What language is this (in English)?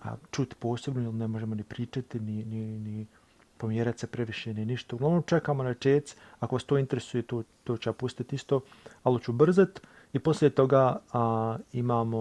Bosnian